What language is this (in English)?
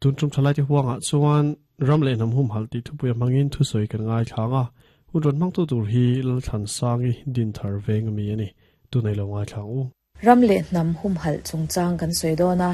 Mizo